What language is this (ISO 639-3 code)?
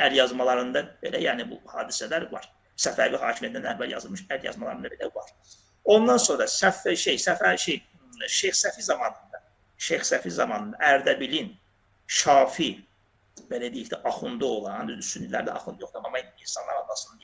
aze